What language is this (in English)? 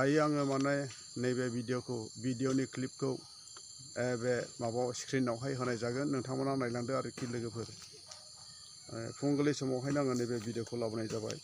Bodo